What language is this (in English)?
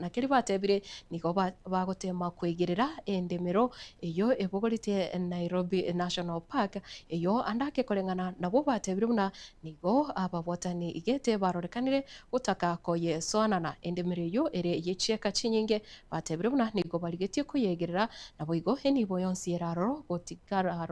Gusii